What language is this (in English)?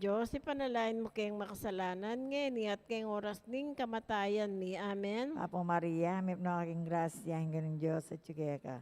Pampanga